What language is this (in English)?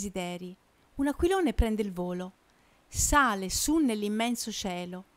Italian